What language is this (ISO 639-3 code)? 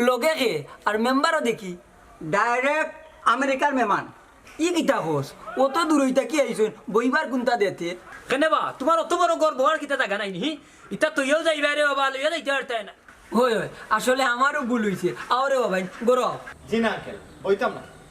syl